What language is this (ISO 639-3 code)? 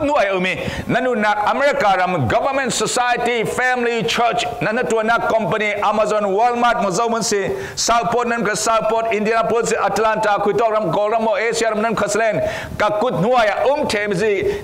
cfm